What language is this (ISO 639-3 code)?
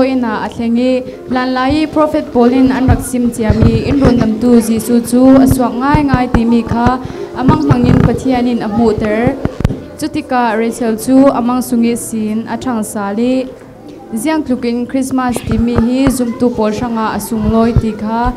cfm